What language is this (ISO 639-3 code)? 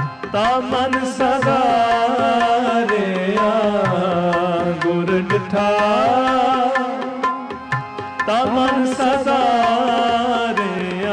pan